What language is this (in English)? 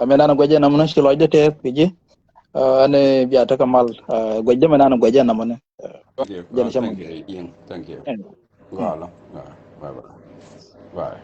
Nuer